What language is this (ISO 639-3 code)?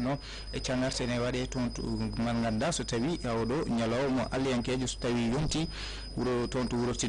ful